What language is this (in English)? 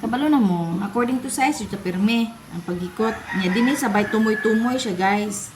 Cebuano